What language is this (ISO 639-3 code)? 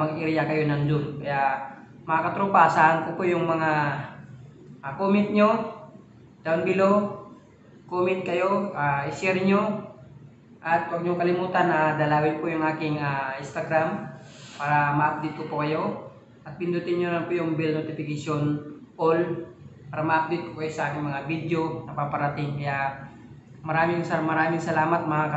fil